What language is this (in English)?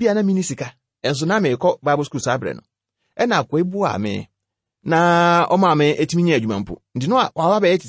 Akan